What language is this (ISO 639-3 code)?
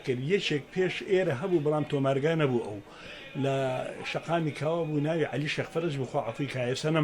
ckb